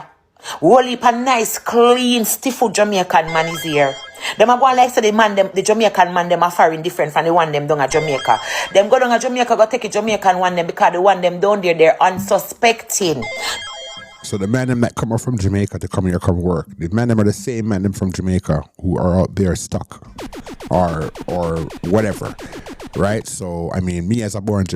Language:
Jamaican Creole English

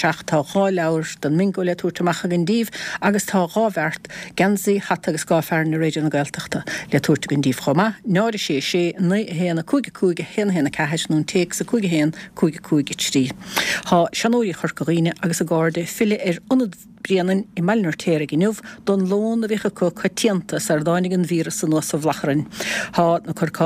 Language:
Irish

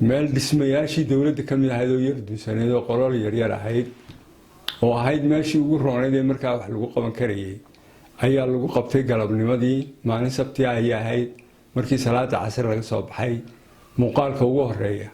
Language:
Somali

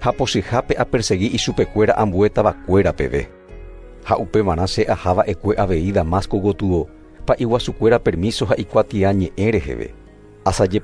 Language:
Guarani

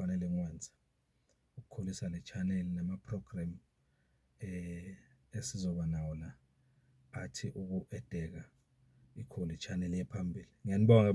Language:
Zulu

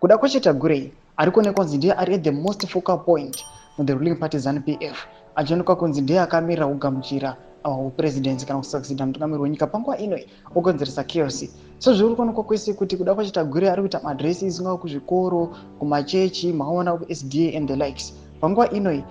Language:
Shona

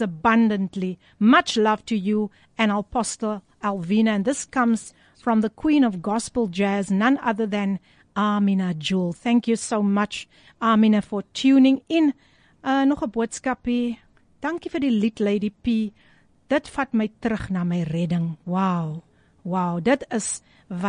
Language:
Afrikaans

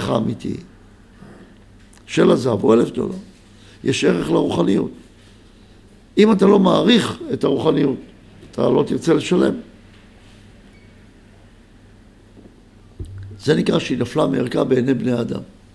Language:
Hebrew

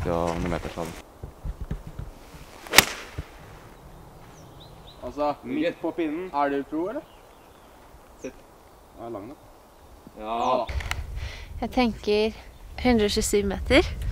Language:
Norwegian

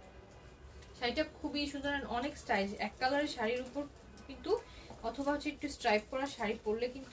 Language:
Bangla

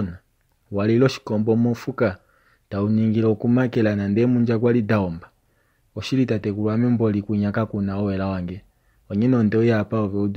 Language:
Kuanyama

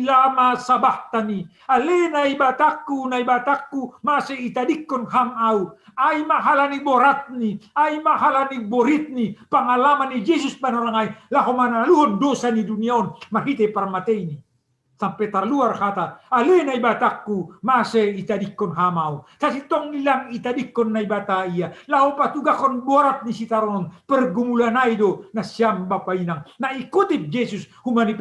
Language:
Batak Simalungun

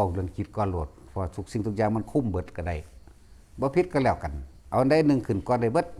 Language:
Lao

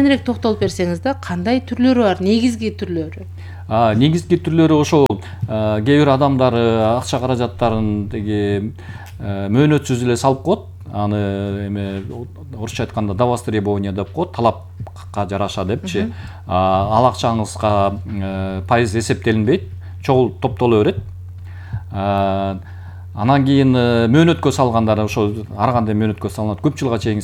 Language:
Kyrgyz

